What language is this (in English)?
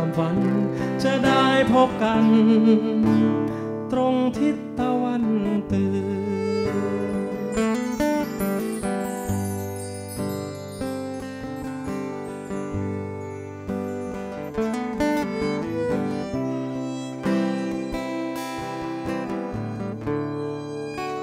Thai